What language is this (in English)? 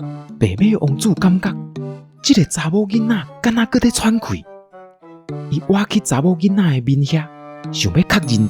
Min Nan Chinese